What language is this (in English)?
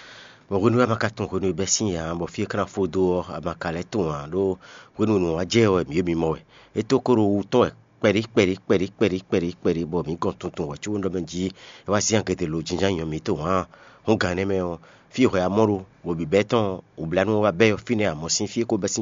Fon